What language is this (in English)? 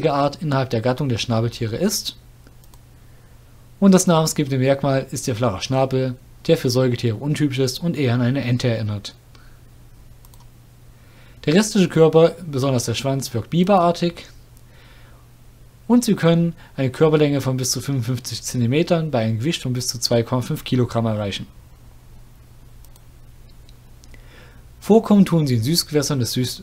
German